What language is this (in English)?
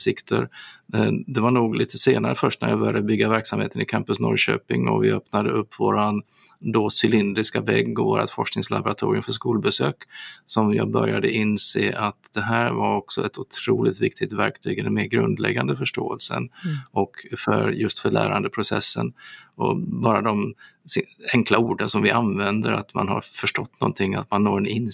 Swedish